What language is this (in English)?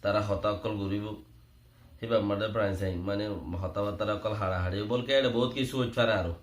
Rohingya